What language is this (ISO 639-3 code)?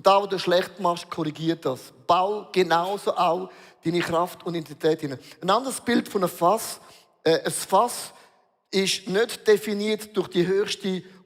gsw